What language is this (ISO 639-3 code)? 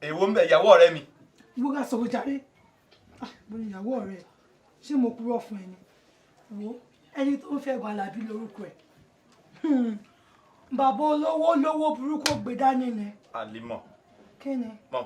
yor